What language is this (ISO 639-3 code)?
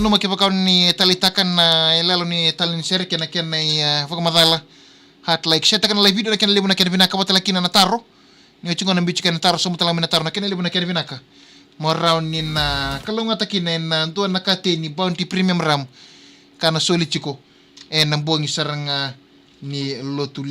fij